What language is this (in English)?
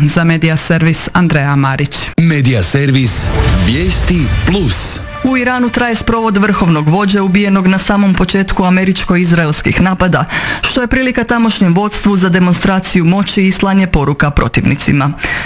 Croatian